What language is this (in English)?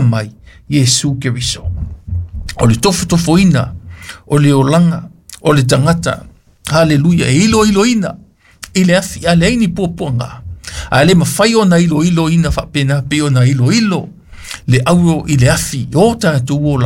Samoan